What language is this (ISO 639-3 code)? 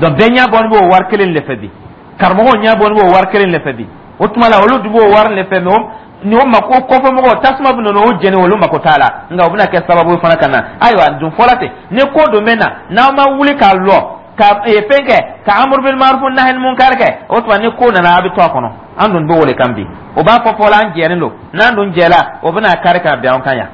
dyu